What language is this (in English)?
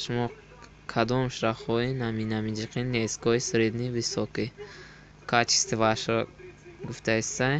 Tajik